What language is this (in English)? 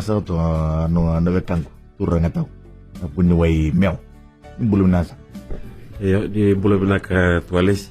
Fijian